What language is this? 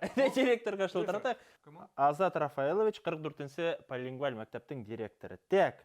Bashkir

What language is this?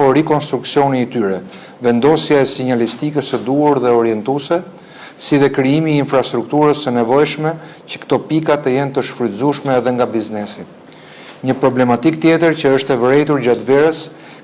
Albanian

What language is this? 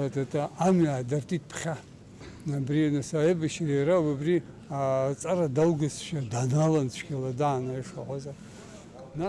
Abkhazian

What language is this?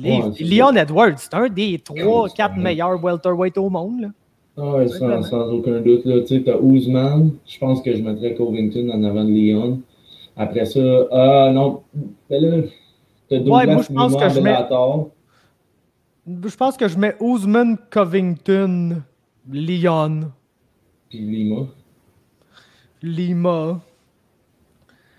French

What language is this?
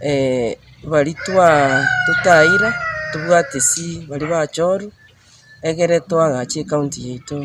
Gusii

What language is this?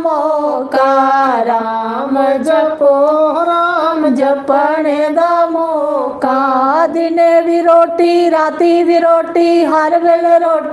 Dogri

